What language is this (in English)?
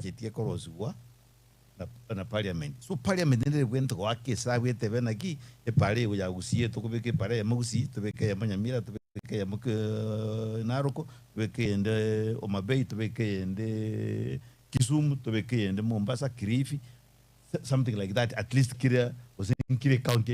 Gusii